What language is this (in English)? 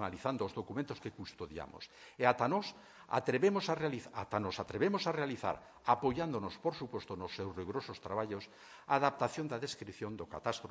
Galician